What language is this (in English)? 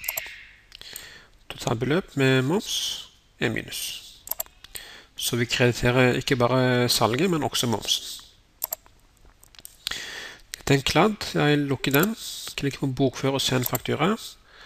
Norwegian